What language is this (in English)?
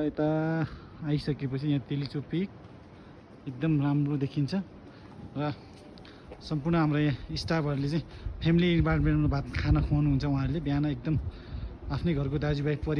Nepali